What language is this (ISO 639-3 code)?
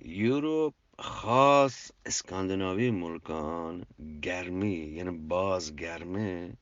bgp